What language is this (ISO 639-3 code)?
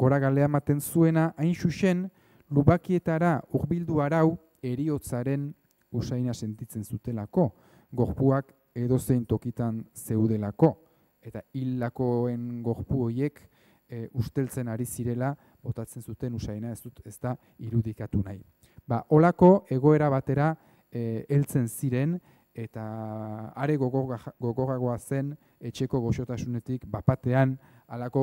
eus